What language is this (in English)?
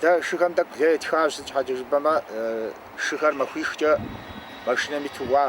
Kabardian